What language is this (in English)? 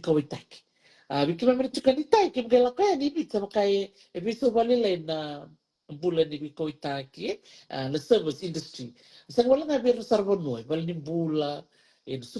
Fijian